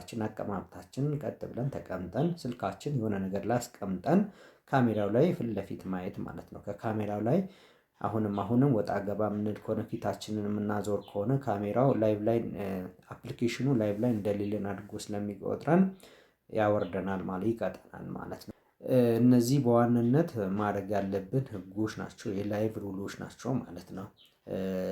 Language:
Amharic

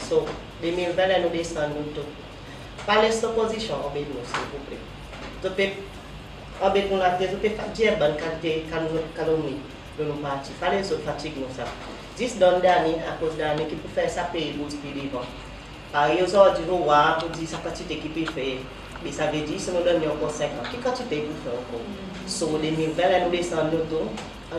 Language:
Seselwa Creole French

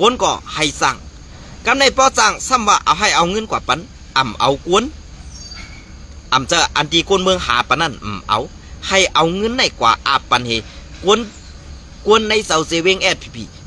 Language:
Shan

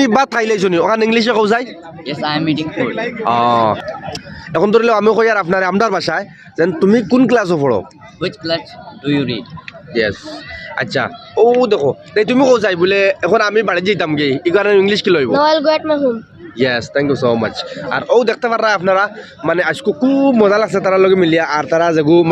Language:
Sylheti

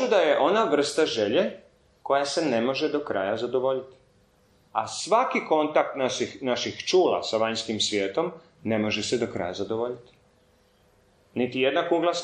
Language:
Croatian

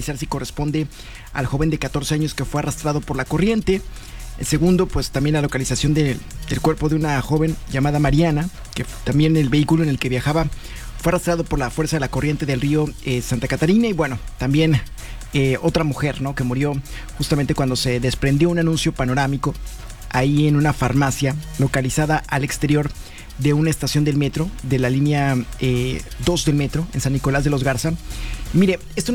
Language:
Spanish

